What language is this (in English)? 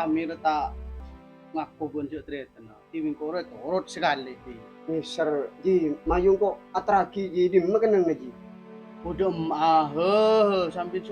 Madurese